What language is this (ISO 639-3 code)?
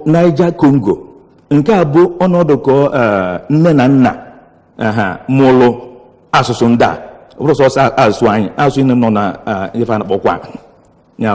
ibo